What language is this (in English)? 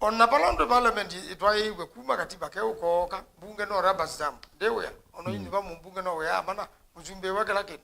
Kamba